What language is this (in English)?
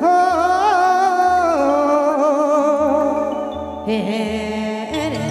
Sadri